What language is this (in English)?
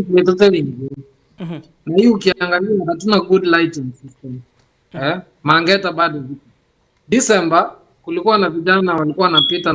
Gusii